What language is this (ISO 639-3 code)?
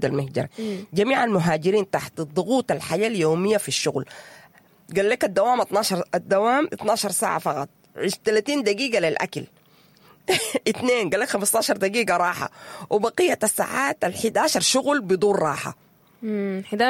apd